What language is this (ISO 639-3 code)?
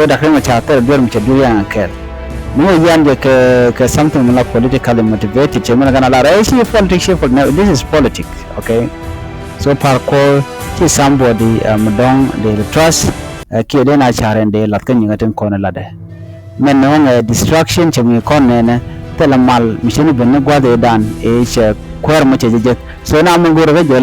nus